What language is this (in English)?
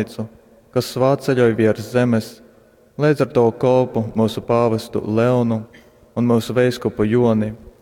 Latgalian